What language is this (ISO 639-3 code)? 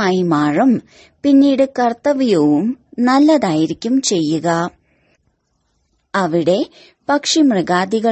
mal